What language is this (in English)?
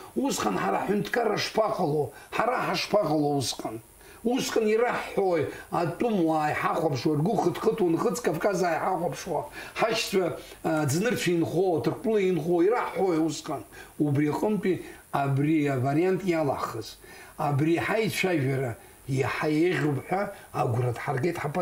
Abkhazian